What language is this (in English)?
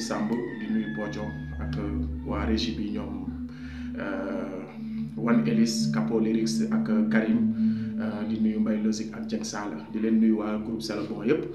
Wolof